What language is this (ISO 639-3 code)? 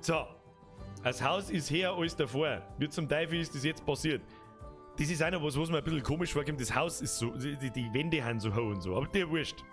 bar